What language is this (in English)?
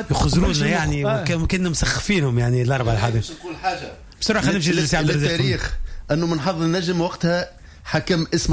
Tunisian Arabic